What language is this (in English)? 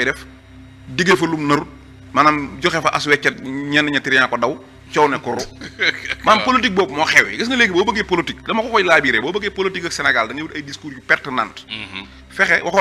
Wolof